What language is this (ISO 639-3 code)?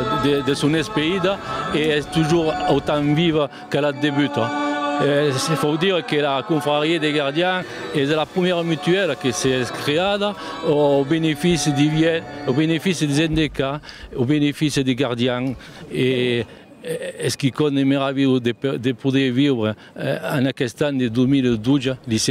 oci